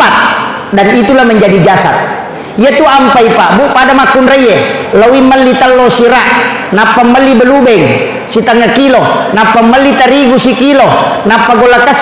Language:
Buginese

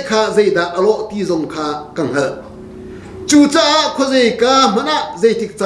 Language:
Hakha Chin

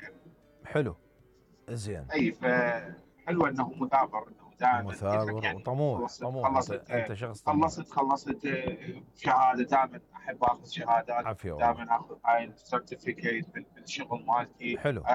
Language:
Mesopotamian Arabic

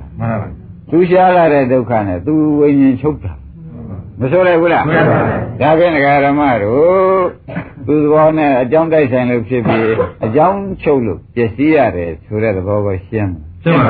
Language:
Burmese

